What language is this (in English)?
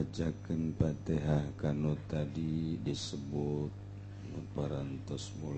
Sundanese